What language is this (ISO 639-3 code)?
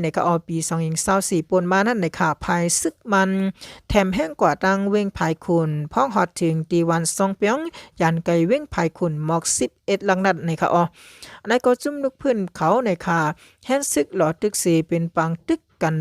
shn